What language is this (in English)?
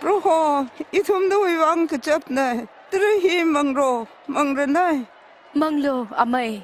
Tangkhul Naga (India)